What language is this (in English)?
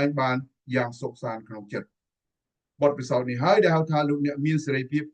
Khmer